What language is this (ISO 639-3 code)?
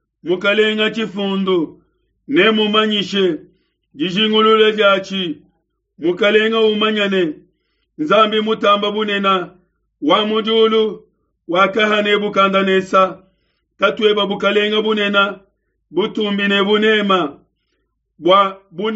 lua